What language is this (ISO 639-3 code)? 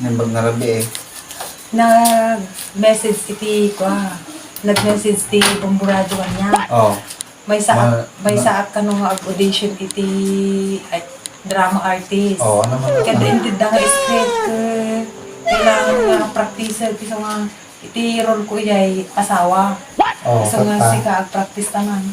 ilo